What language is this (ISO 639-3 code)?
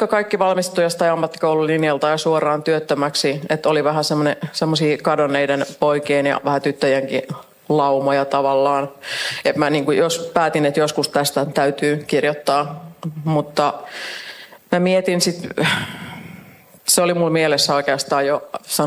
fin